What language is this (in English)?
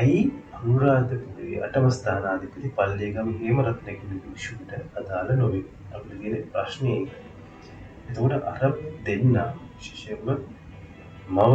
Sinhala